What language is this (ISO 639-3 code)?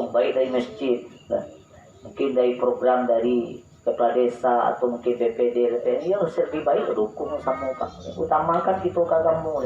min